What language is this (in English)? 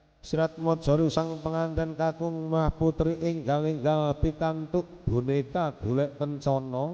Javanese